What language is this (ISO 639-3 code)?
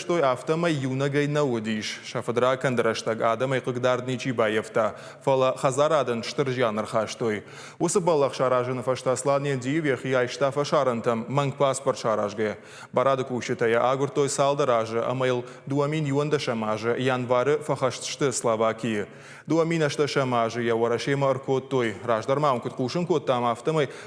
oss